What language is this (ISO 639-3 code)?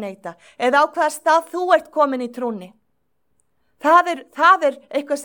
isl